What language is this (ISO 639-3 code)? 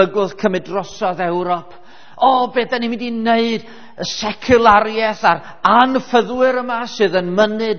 cym